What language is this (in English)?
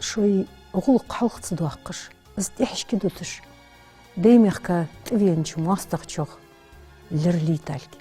Ingush